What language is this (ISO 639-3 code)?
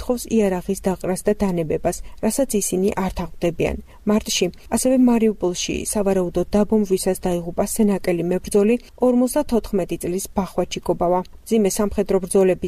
kat